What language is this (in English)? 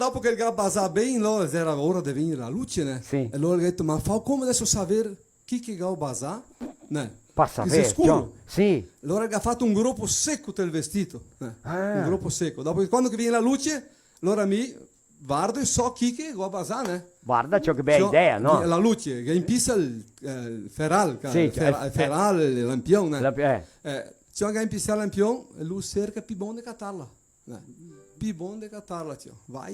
Venetian